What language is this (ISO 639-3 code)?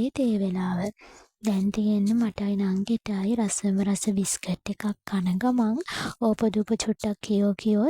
sin